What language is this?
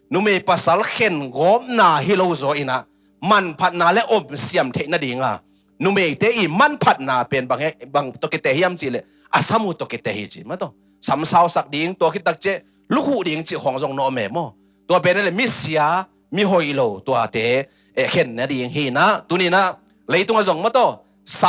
Tedim Chin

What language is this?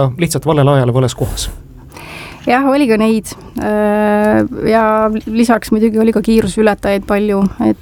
Estonian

